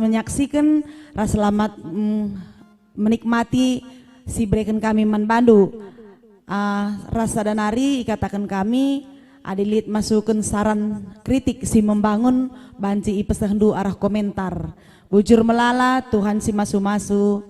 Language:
Batak Karo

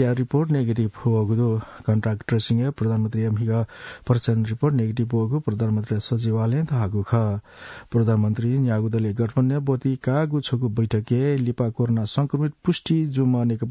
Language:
Newari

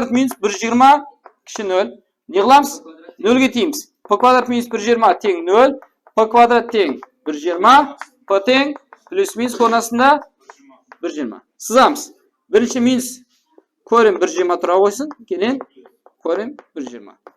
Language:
Kara-Kalpak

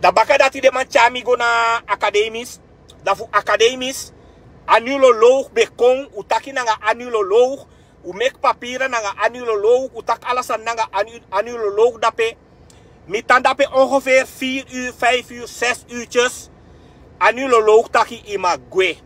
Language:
Sranan Tongo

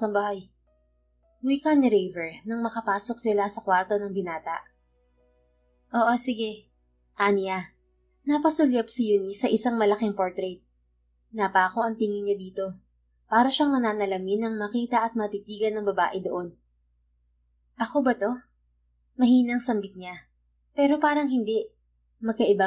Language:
Filipino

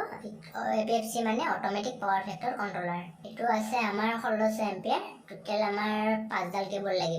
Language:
Assamese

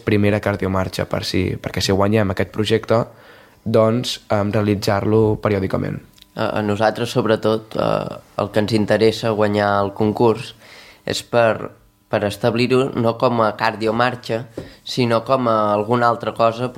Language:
Catalan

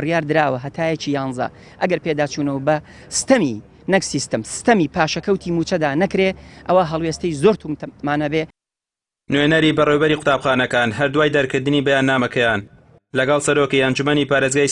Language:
Central Kurdish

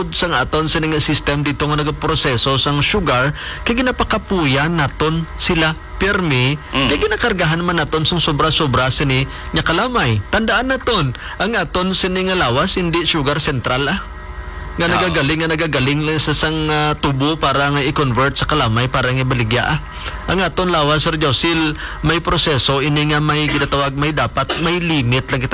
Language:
Hiligaynon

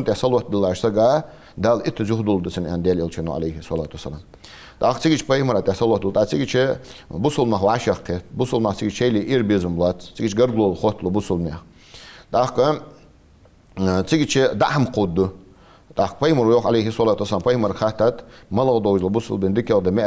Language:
Ingush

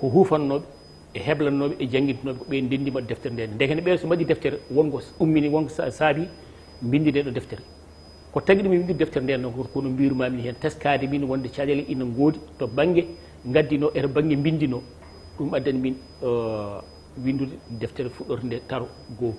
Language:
Fula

